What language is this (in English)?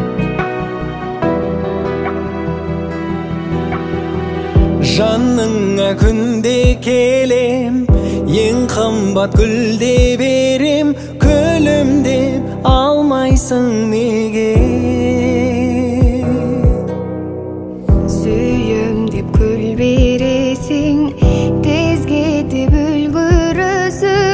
Kazakh